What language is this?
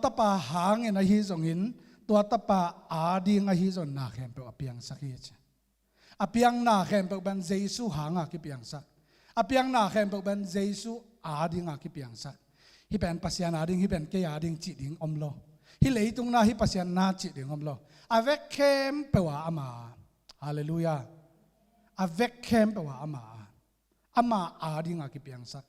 Tedim Chin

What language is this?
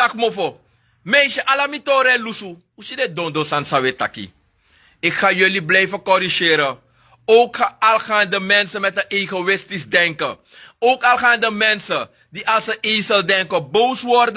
Sranan Tongo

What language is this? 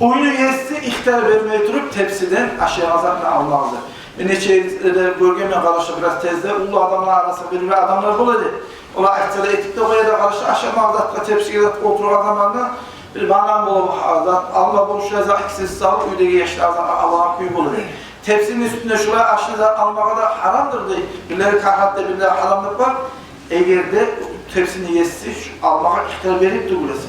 Kumyk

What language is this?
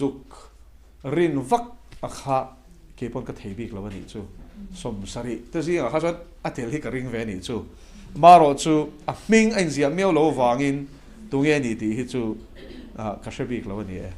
Mizo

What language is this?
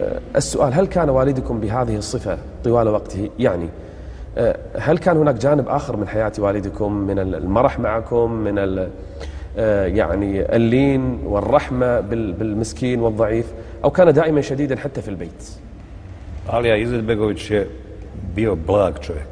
Bosnian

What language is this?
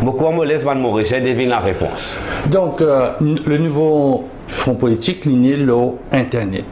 Morisyen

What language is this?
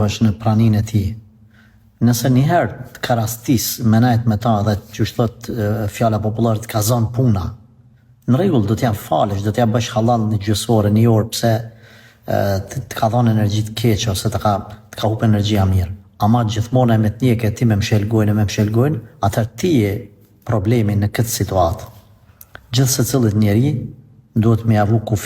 Albanian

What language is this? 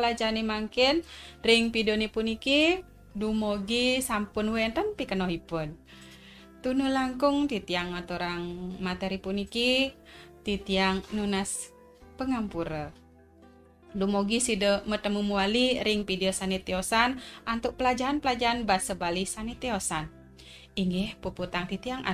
Balinese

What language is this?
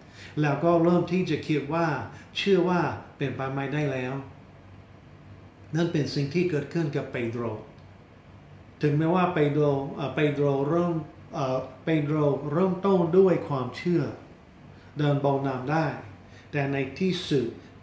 Thai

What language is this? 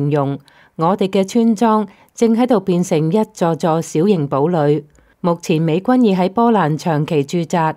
Cantonese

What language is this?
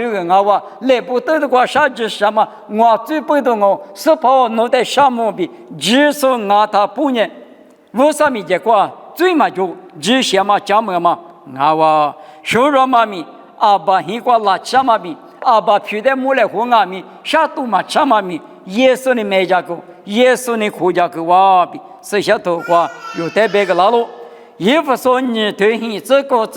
Lisu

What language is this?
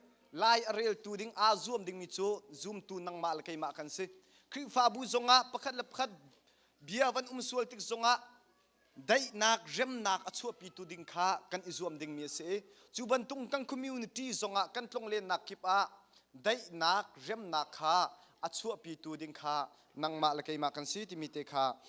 Hakha Chin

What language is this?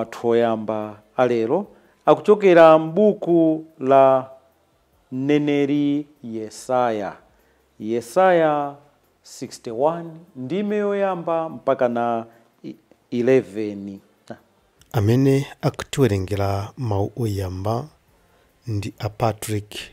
Nyanja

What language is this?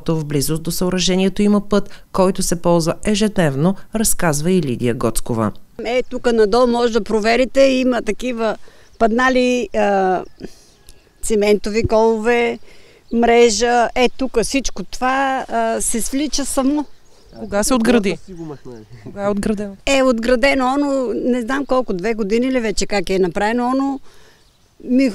Bulgarian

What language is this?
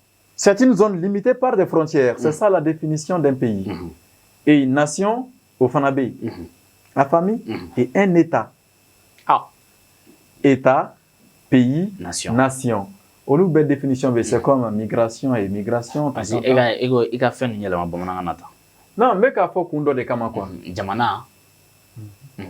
Bambara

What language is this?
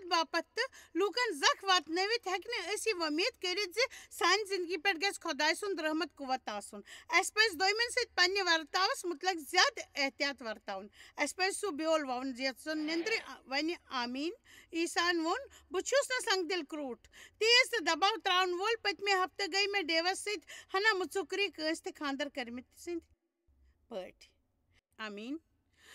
Kashmiri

